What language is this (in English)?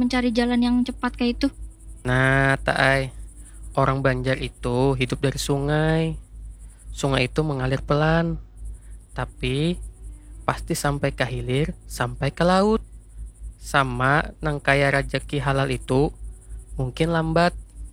Banjar